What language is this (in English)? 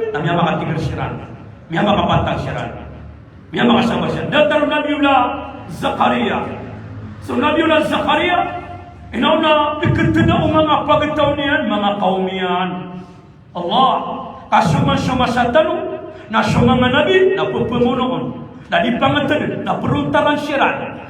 Maranao